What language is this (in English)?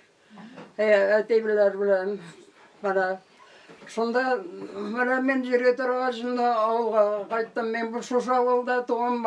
Tatar